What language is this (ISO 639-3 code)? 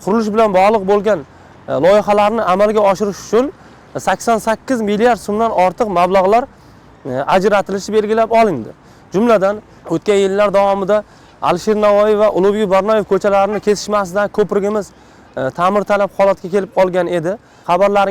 uzb